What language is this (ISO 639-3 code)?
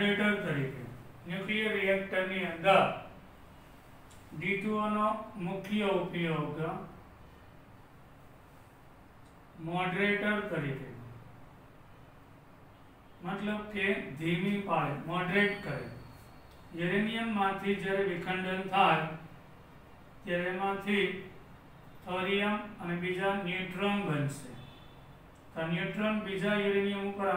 guj